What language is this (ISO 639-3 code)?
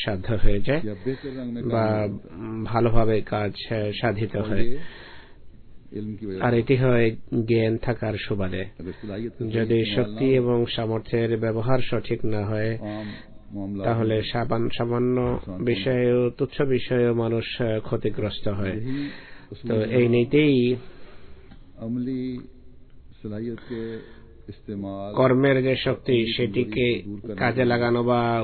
ben